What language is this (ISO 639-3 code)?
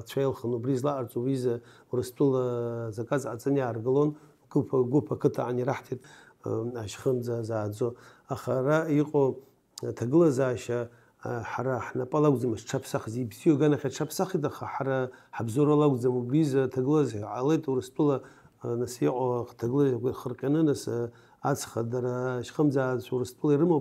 abk